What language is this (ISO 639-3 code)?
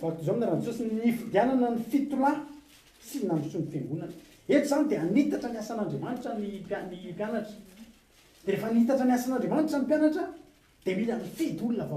mlg